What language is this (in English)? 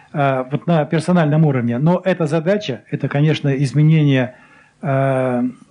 Russian